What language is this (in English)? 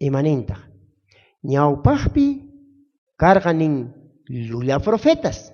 South Bolivian Quechua